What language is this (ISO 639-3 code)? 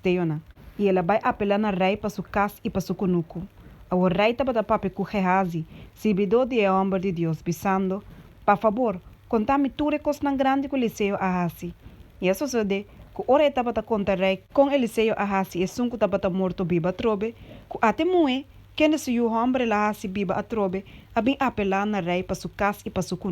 pap